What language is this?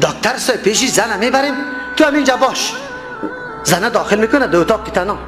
Persian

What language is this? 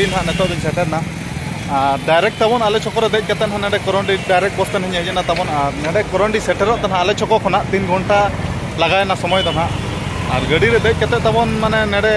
Santali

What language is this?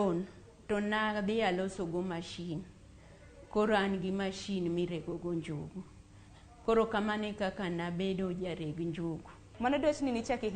Luo (Kenya and Tanzania)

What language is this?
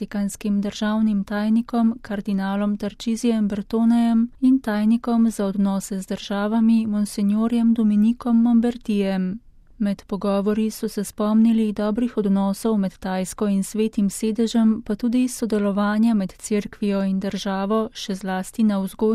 Slovenian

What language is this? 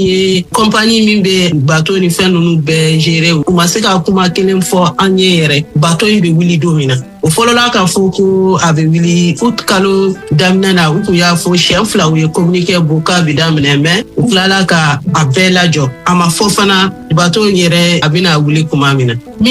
Bambara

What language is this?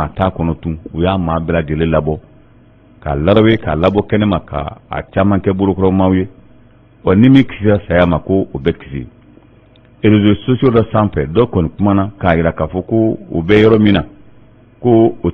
Bambara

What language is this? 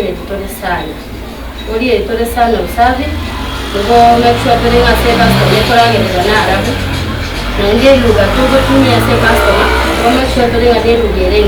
Gusii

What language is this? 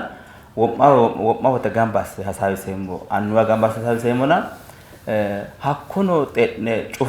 Sidamo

